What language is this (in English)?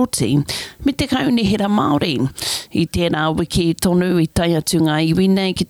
Māori